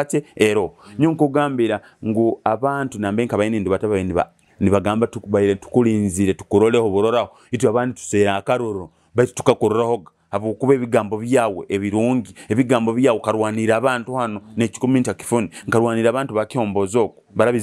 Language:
Nyoro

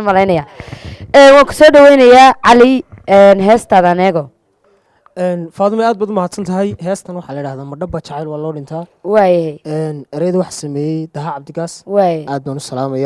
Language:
Somali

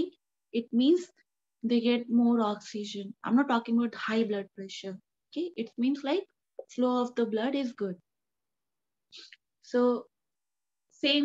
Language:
English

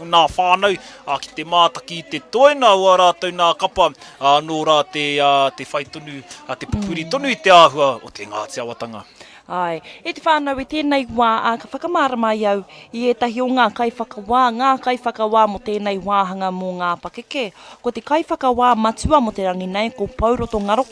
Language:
Māori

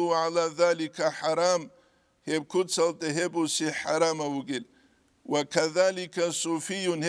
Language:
Avaric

